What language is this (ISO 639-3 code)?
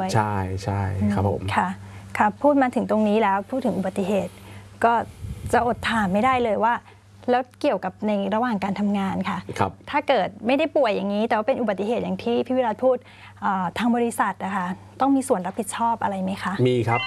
tha